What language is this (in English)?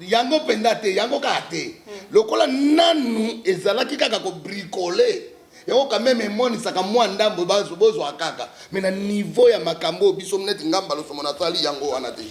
Lingala